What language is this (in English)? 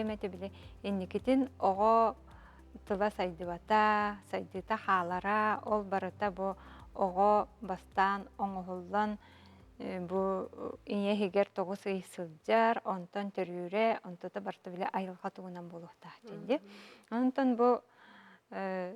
Yakut